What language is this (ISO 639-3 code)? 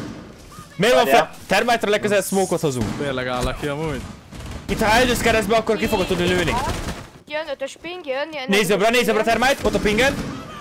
hun